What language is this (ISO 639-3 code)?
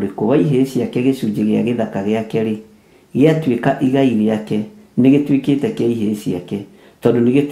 kik